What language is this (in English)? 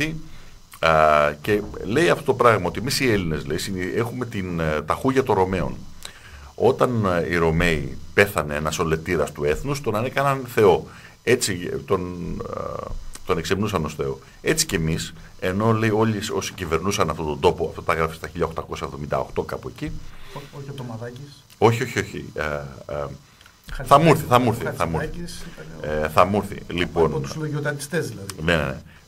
Greek